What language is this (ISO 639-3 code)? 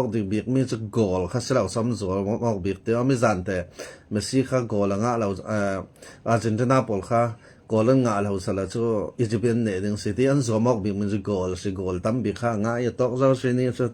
cfm